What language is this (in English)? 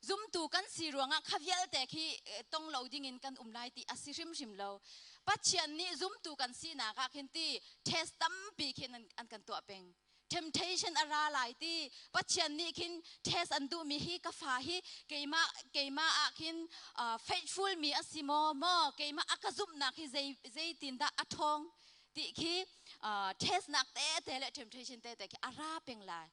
Hakha Chin